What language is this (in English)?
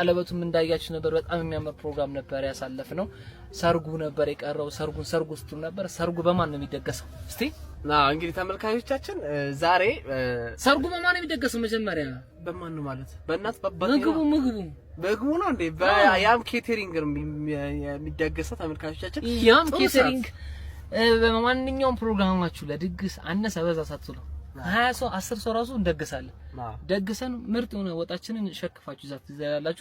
Amharic